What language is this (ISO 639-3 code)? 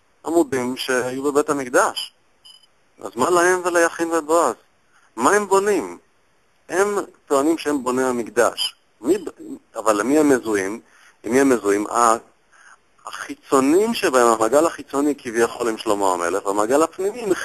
heb